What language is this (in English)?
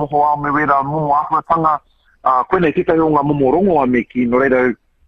Māori